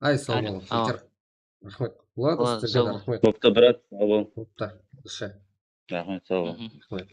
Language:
Kara-Kalpak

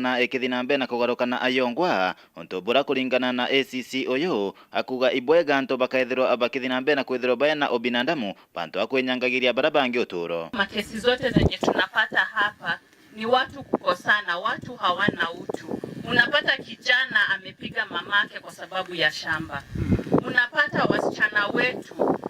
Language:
Meru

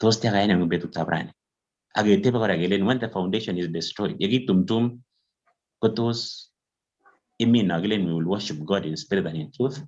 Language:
Kalenjin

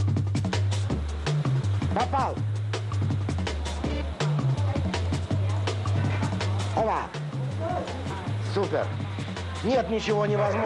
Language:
Russian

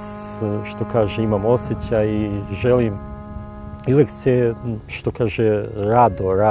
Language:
Serbian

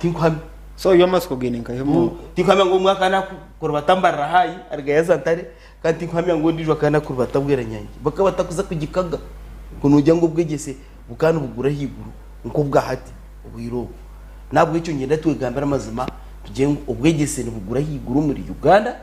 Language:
Nyankole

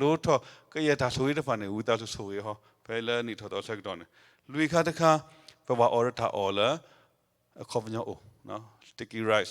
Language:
S'gaw Karen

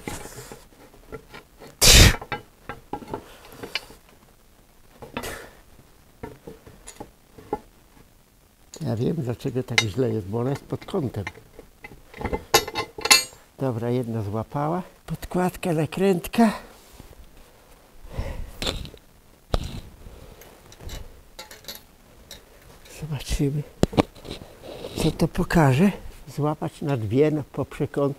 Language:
Polish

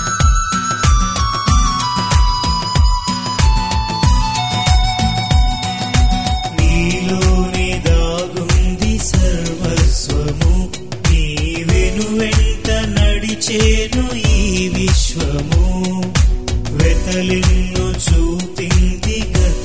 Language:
Telugu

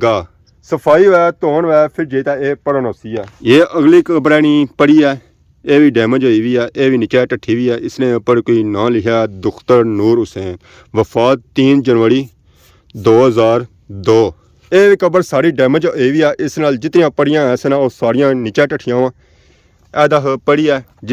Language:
Pahari-Potwari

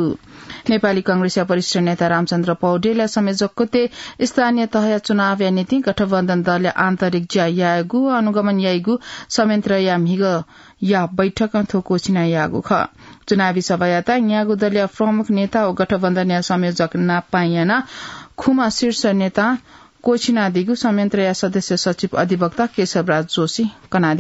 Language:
Newari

